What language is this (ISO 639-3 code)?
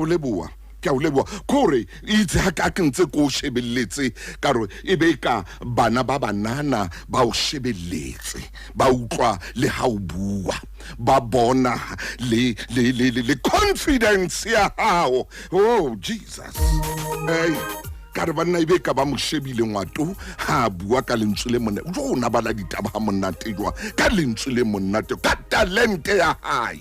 sot